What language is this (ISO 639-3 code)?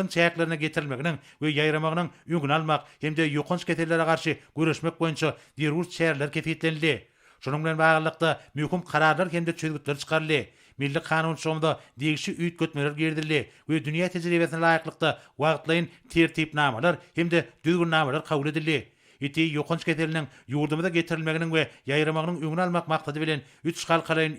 tuk